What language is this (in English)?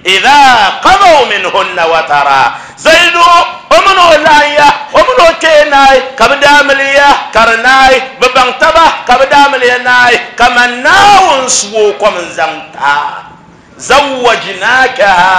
Dagbani